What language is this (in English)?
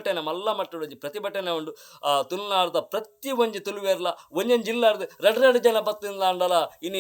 Tulu